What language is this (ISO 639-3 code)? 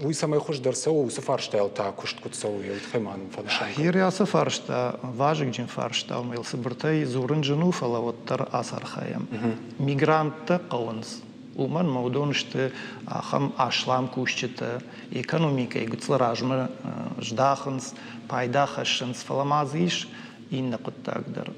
oss